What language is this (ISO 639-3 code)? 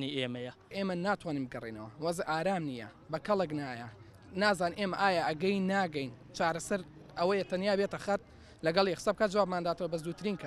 ckb